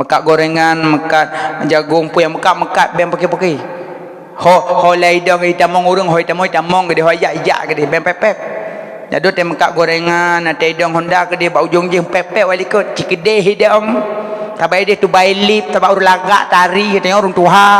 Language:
Achinese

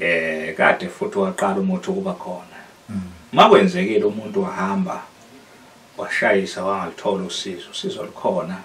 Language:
Zulu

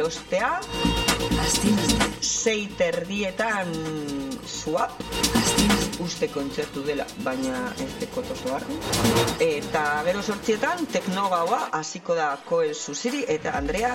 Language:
Basque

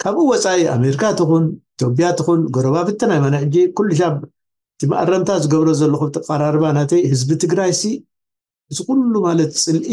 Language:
Tigrinya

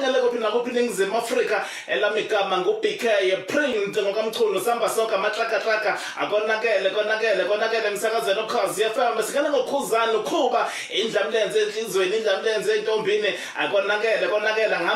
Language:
Zulu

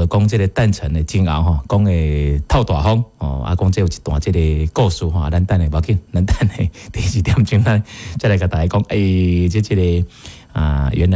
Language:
Min Nan Chinese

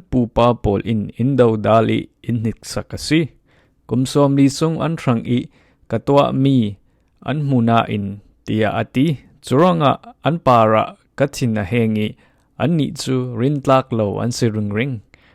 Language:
Falam Chin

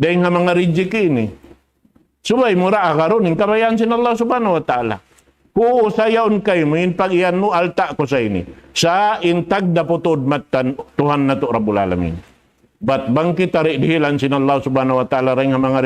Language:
Tausug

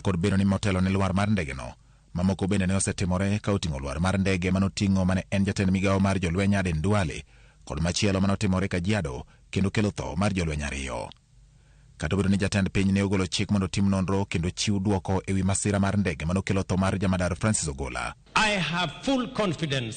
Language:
Luo (Kenya and Tanzania)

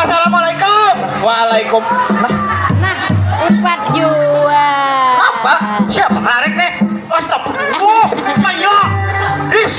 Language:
Banjar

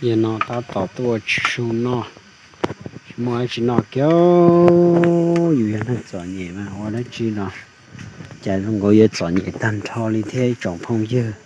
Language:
Hmong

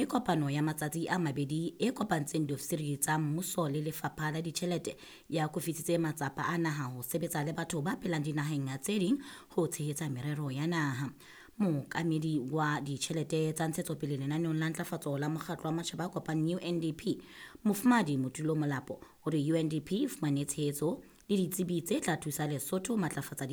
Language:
Southern Sotho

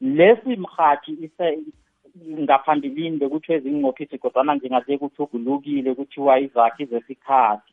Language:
South Ndebele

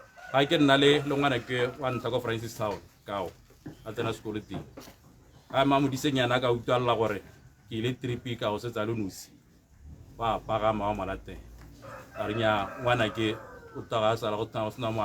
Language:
Tswana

